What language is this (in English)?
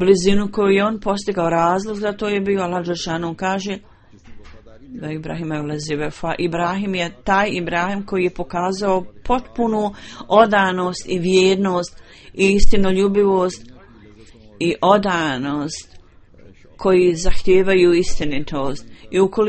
Bosnian